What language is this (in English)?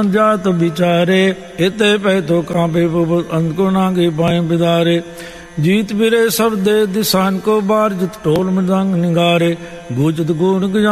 Punjabi